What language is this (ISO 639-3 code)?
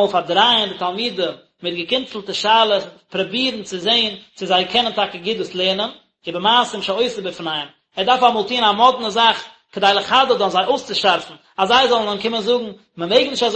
yid